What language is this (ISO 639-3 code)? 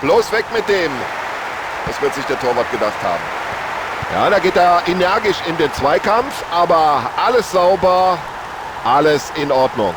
bar